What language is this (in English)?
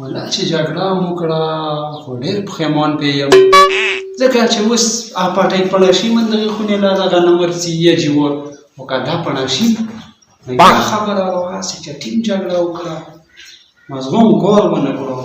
Pashto